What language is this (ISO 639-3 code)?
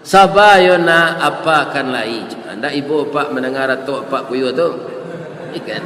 min